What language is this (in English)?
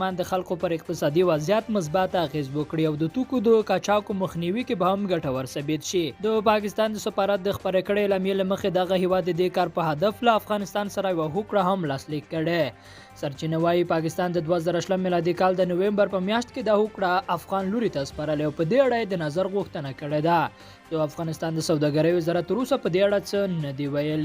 Pashto